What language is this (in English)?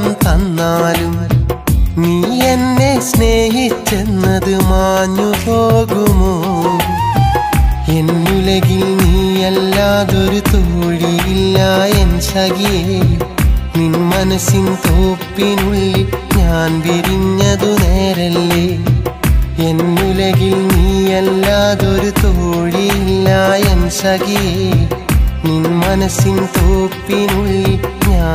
Malayalam